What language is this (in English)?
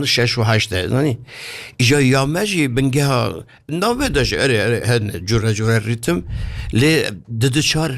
Kurdish